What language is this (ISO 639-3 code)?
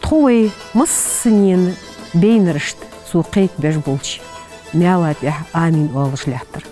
inh